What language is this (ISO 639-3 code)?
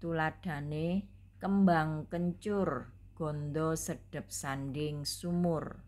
jav